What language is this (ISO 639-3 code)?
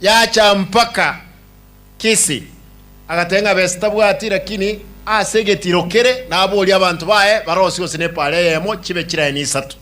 guz